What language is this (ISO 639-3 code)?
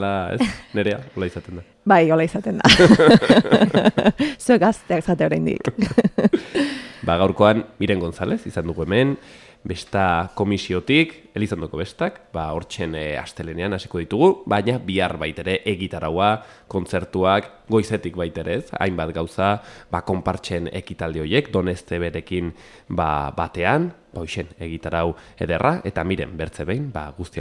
eus